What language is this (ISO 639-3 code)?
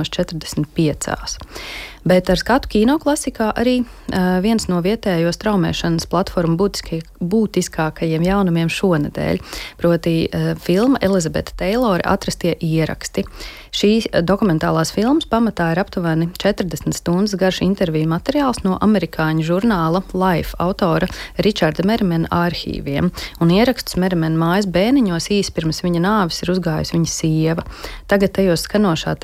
lav